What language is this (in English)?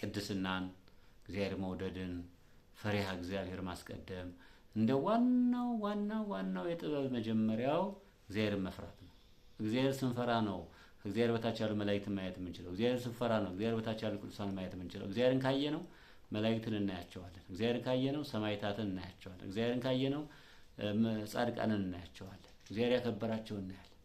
Amharic